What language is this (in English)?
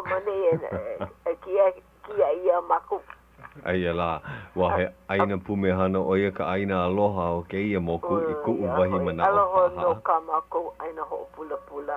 Hawaiian